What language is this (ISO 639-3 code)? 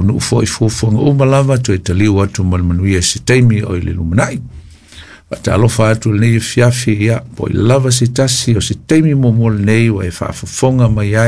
smo